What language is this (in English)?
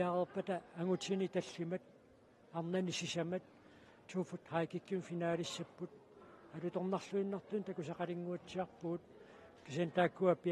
Kalaallisut